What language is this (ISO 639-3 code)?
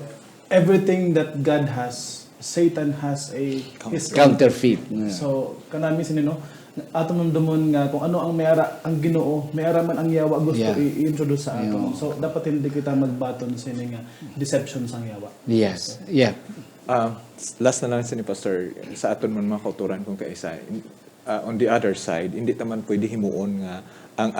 hil